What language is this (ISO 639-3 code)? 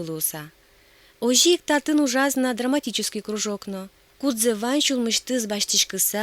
udm